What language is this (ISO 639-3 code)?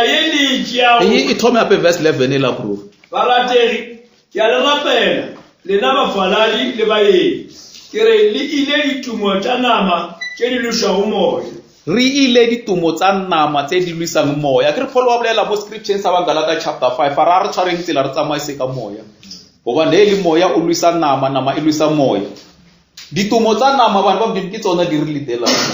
nso